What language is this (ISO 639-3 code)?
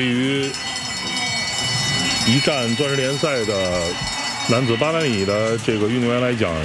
zho